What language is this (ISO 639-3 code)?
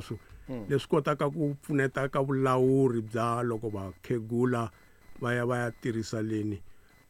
tso